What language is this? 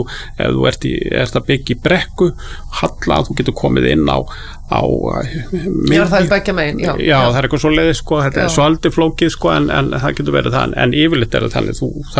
Icelandic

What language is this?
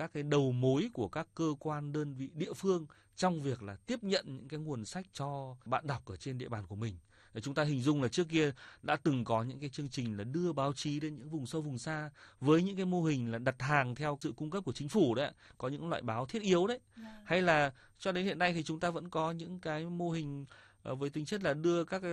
Vietnamese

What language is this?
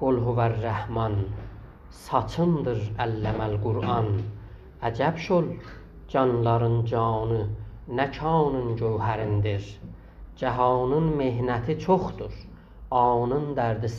South Azerbaijani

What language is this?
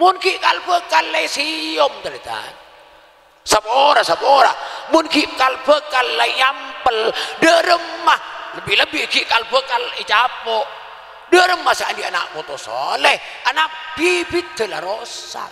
Madurese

